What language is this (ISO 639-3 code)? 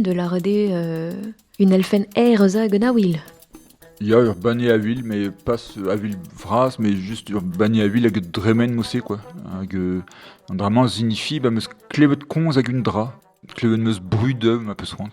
bre